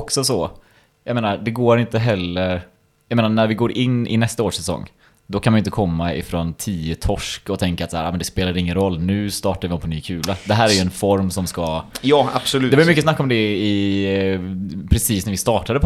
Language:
Swedish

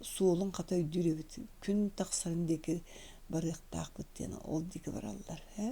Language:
Yakut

